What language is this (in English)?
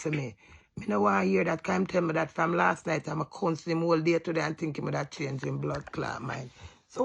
Jamaican Creole English